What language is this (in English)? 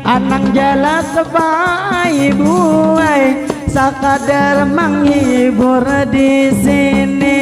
Banjar